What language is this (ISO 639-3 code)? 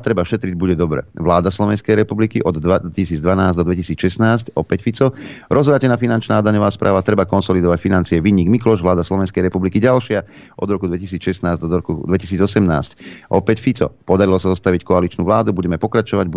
slk